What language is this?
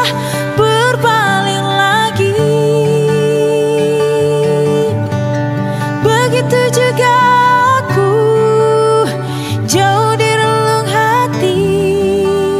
Indonesian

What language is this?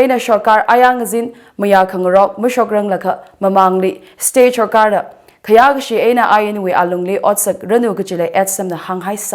Tangkhul Naga (India)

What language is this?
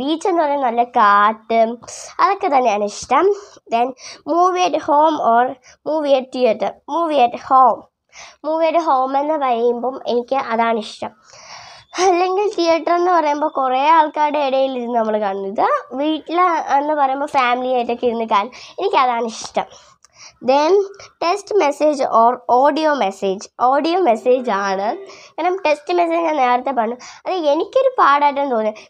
Malayalam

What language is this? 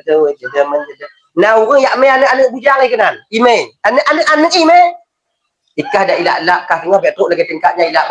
Achinese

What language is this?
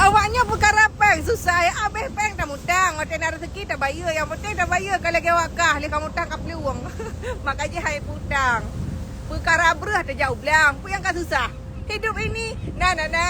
Achinese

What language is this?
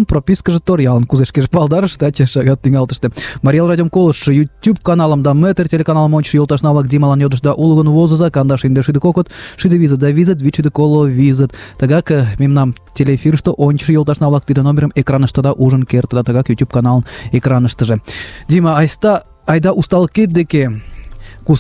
Mari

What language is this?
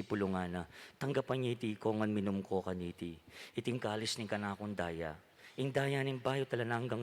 Pampanga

